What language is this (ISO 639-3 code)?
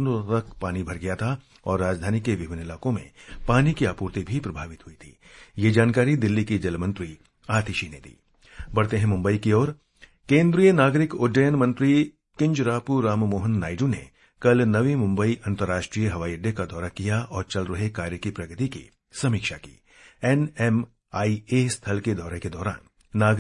hin